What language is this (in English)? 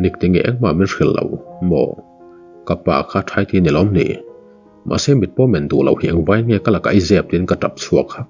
Mizo